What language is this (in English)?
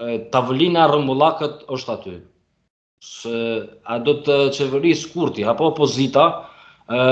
Albanian